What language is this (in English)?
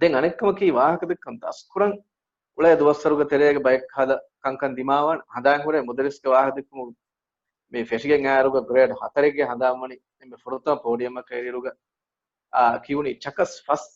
Divehi